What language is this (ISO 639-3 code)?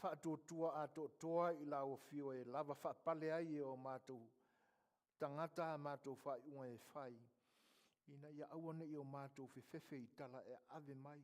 smo